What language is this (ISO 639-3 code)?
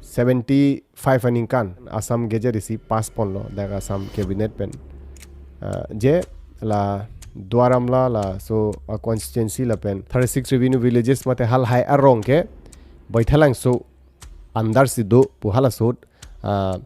mjw